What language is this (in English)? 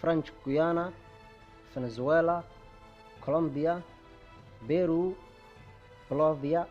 Somali